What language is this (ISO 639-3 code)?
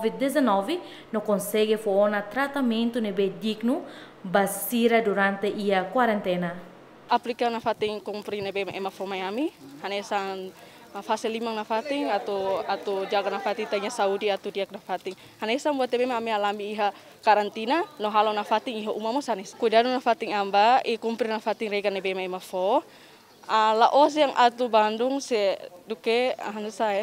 tet